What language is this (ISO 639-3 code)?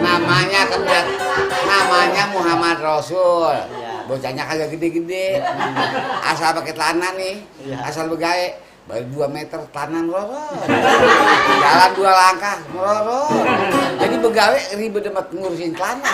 bew